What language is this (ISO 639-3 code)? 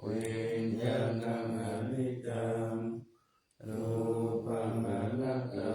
pli